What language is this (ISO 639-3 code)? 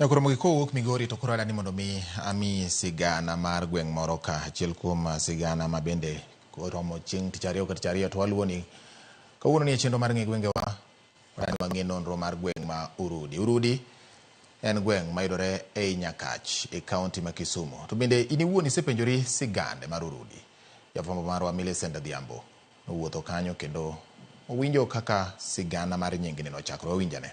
luo